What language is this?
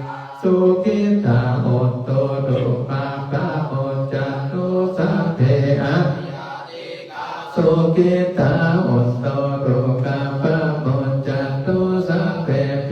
Pali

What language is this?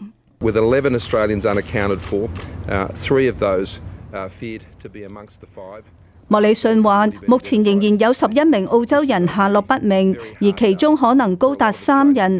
Cantonese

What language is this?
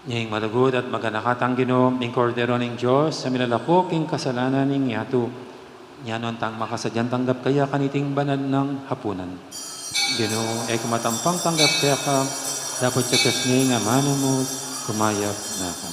Pampanga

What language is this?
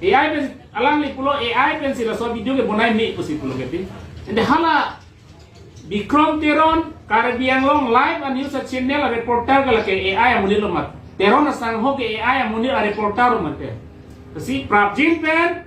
Karbi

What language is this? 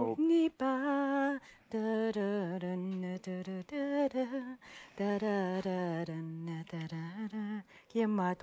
Kalaallisut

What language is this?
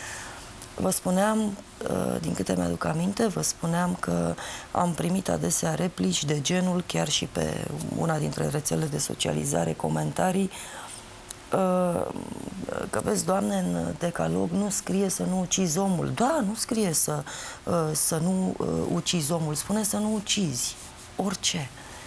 Romanian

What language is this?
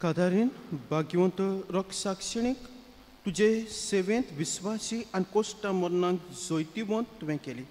Konkani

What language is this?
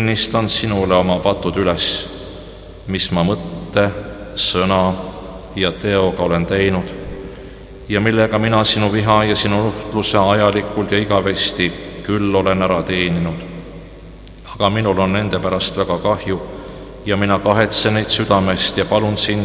Estonian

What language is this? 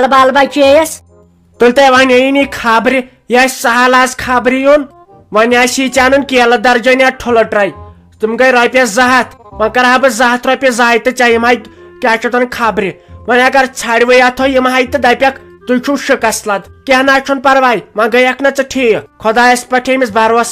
Kashmiri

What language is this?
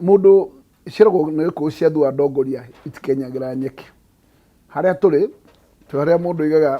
Kikuyu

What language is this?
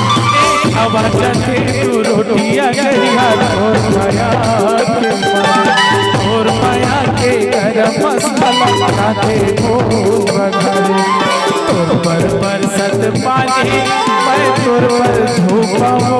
Chhattisgarhi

